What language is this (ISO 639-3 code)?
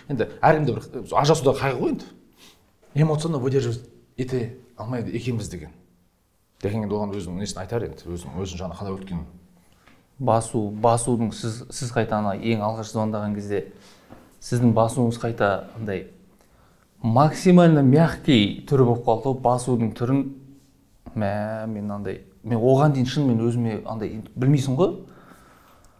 kaz